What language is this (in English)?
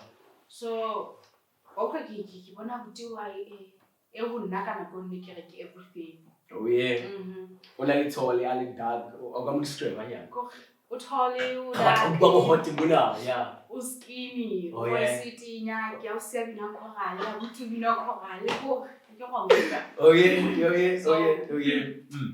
Southern Sotho